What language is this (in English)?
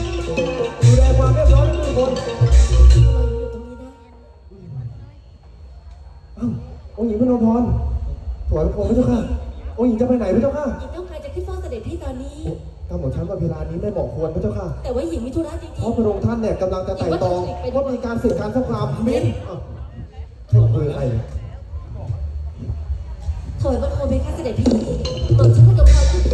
Thai